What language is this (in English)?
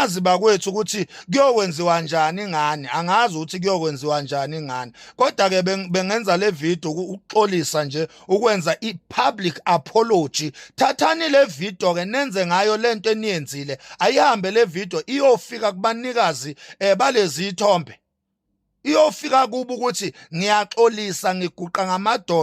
Zulu